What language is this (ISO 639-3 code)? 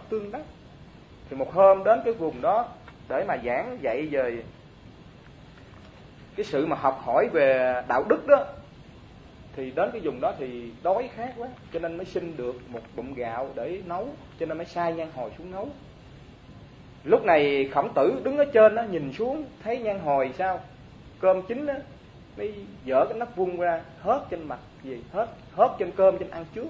vie